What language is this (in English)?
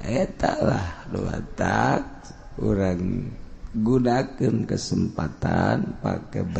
Sundanese